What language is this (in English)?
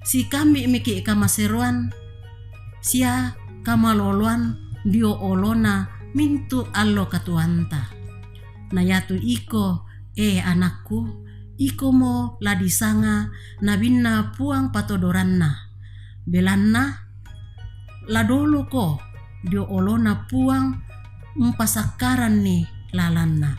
Toraja-Sa'dan